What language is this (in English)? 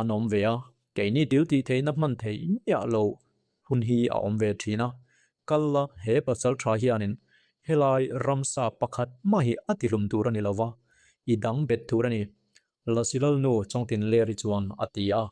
Mizo